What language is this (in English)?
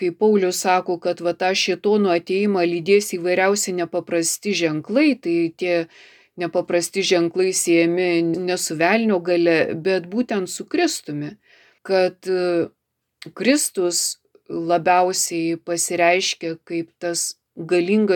Lithuanian